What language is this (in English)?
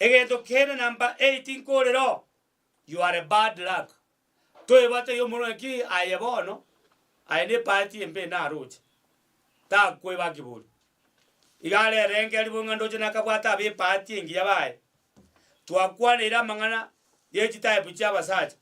Gusii